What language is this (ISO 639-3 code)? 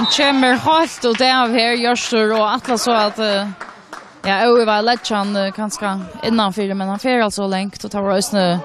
fao